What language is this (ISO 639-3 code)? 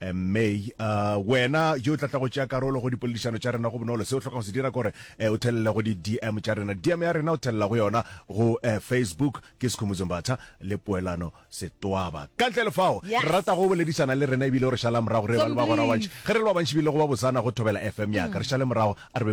nso